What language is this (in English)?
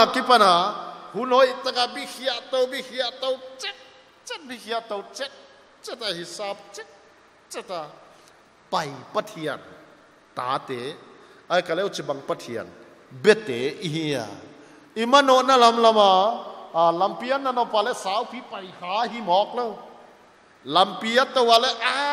Paite Chin